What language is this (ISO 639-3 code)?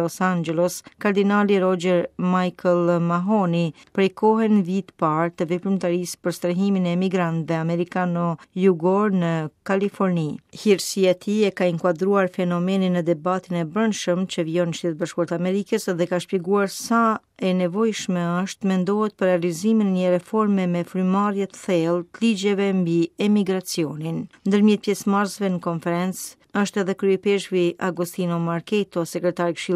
sqi